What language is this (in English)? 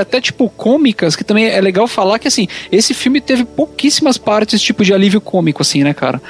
Portuguese